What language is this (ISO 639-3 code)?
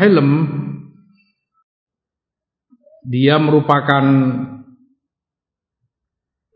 ind